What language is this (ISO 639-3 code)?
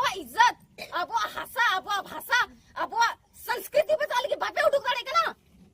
sat